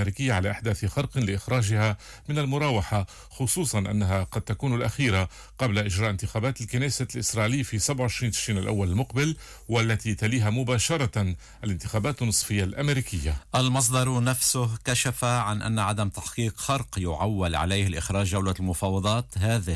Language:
Arabic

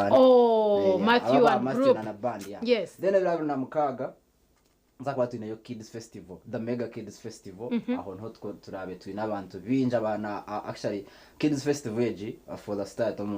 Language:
Nyankole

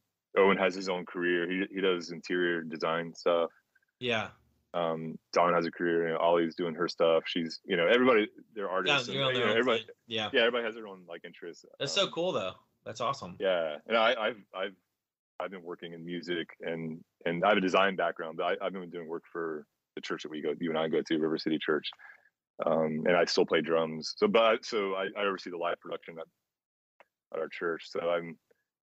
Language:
English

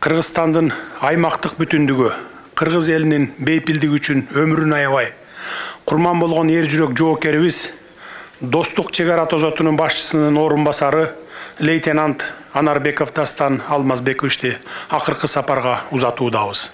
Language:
Kyrgyz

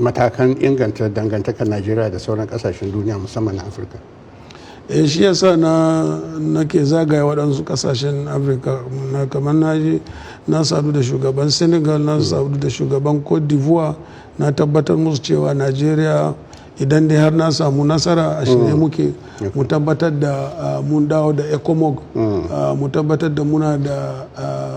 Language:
Hausa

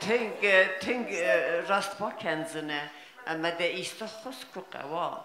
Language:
Ossetic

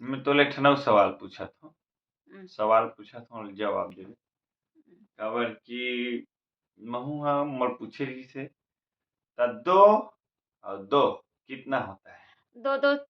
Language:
Chhattisgarhi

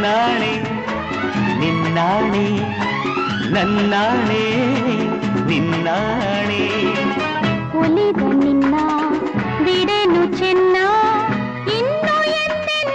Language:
Kannada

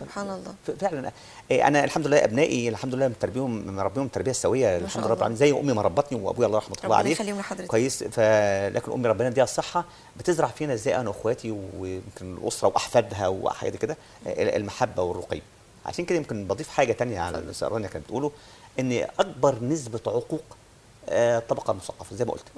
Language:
Egyptian Arabic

